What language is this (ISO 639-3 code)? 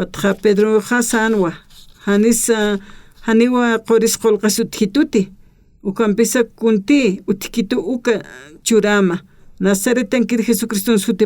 aym